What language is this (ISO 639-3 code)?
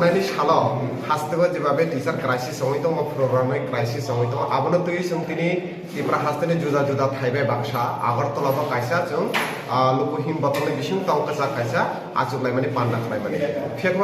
trp